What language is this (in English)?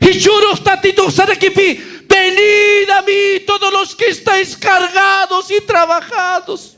Aymara